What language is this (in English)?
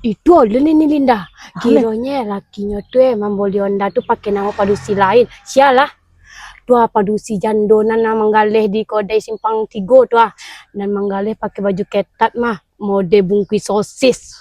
Minangkabau